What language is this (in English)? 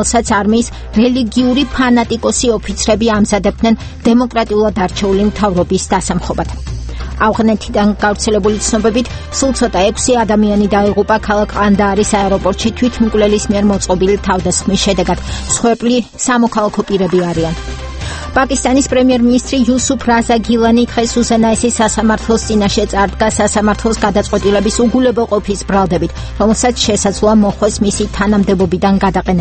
Georgian